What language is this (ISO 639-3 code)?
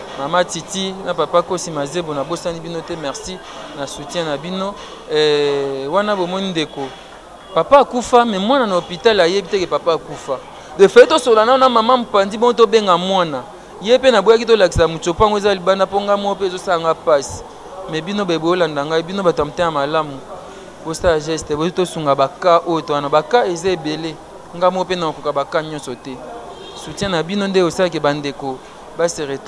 lin